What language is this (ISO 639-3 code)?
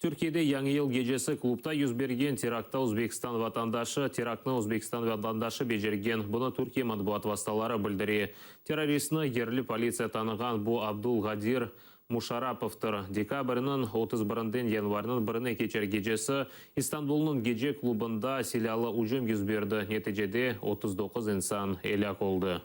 crh